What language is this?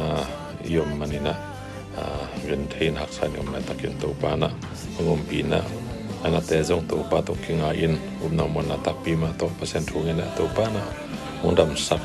Tedim Chin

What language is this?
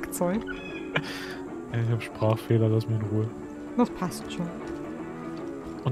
German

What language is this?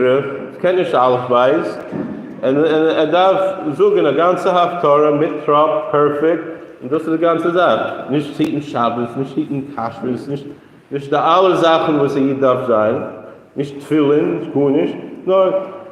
Yiddish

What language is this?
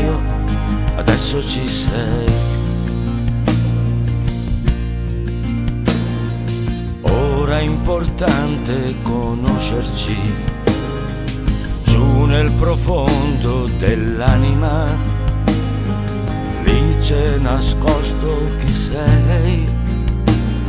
Italian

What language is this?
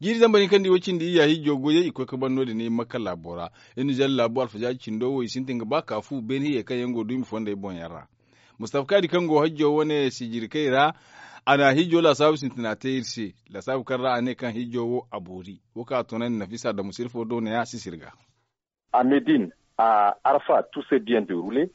Zarma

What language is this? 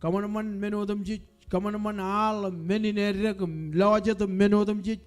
Marshallese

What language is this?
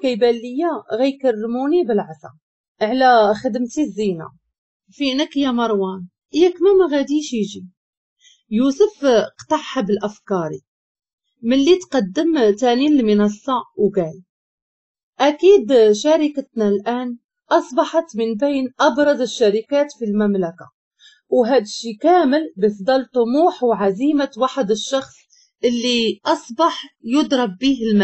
Moroccan Arabic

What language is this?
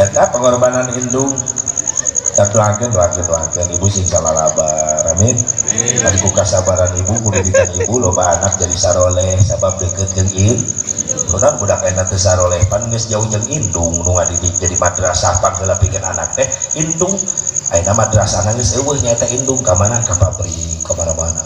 Sundanese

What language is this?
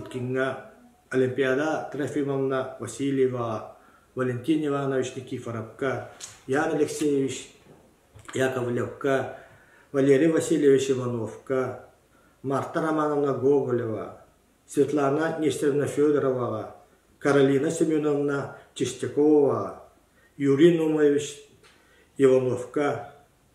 Yakut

